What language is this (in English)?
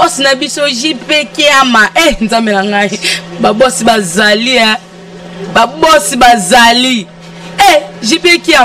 Lingala